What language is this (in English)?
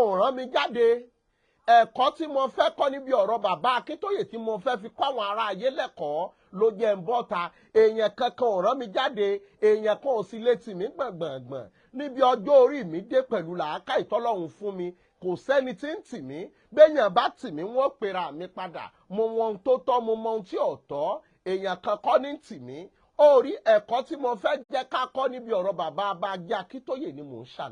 Yoruba